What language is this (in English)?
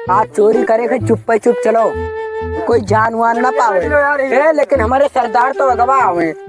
Awadhi